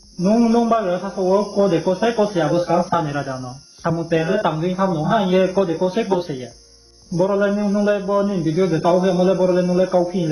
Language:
Riang (India)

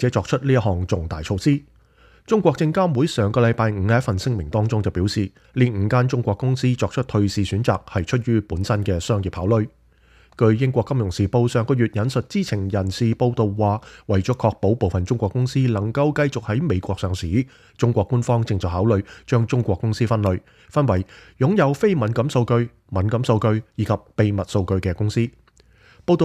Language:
Cantonese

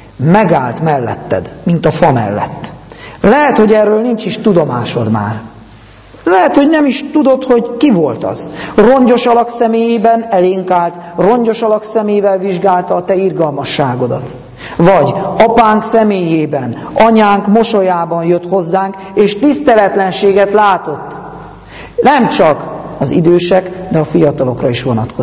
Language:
Hungarian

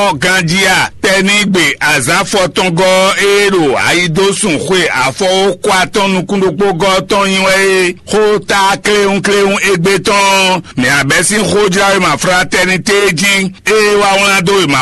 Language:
Fon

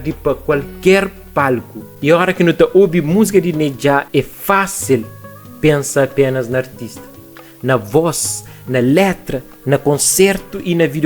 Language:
Kabuverdianu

